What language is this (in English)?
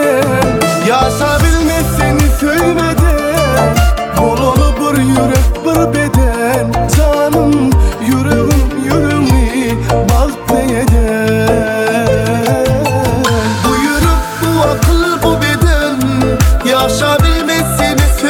Turkmen